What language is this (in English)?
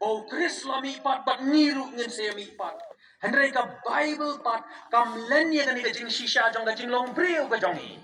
Khasi